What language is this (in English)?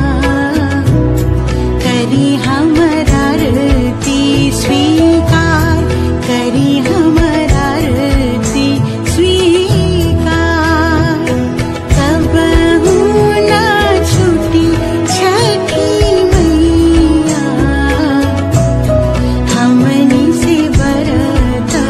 Bhojpuri